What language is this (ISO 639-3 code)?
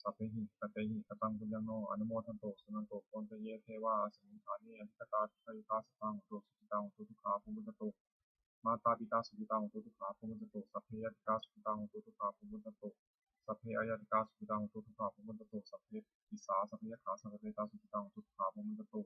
pli